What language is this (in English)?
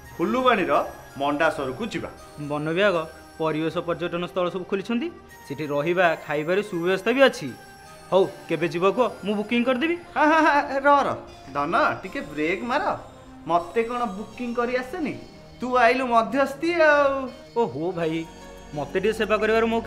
Odia